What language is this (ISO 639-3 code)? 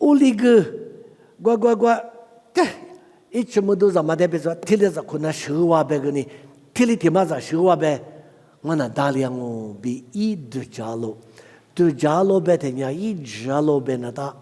lis